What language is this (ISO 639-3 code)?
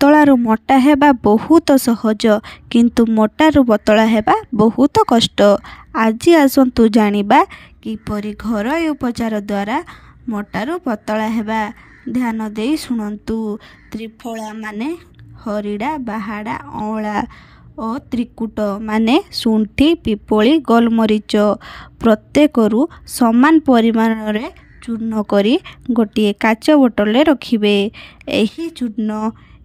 ori